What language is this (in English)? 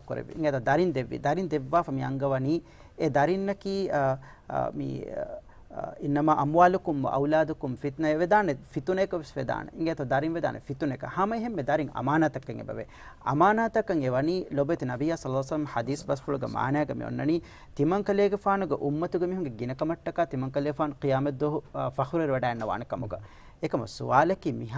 Divehi